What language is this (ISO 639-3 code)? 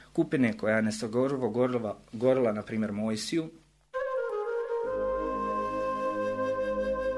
hrv